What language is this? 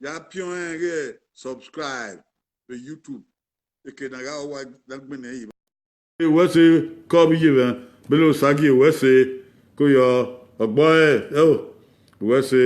Bini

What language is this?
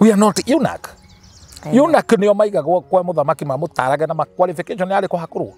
Kikuyu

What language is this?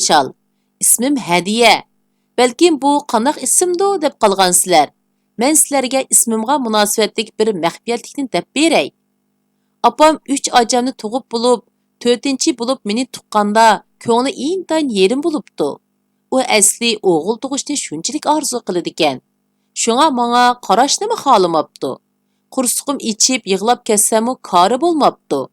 Uyghur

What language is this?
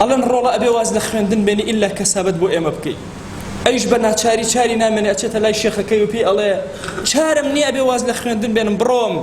Central Kurdish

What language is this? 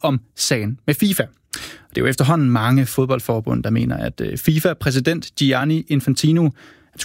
Danish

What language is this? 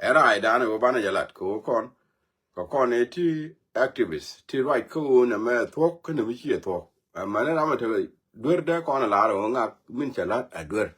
Nuer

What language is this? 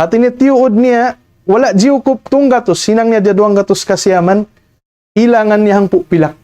Tausug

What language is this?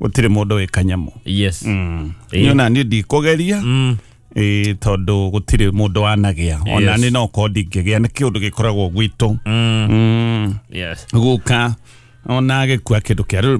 Kikuyu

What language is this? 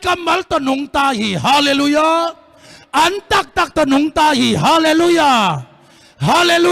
Tedim Chin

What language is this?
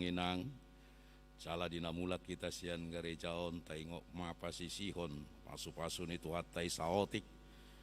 Batak Toba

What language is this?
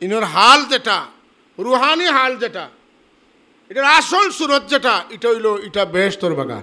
Sylheti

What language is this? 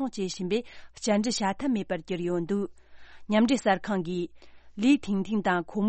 Tibetan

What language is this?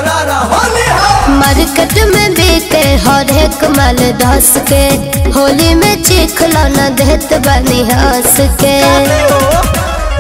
Bhojpuri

